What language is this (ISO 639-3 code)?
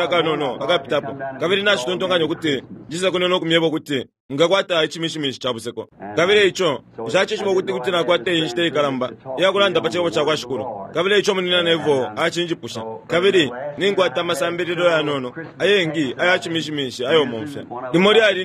bem